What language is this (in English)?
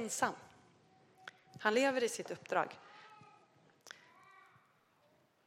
Swedish